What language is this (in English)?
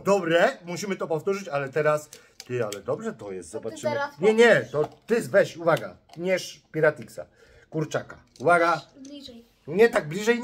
Polish